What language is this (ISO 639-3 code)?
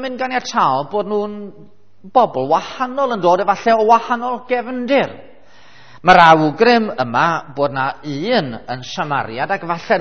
cym